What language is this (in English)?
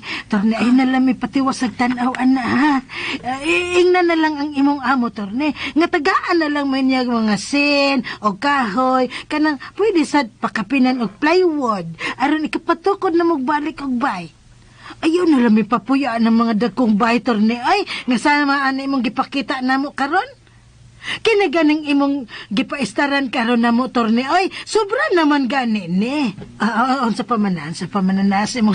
Cebuano